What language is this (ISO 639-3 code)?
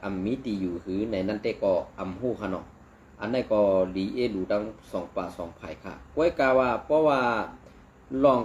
shn